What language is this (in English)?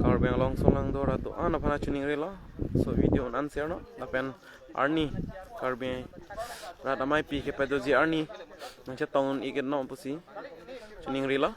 Karbi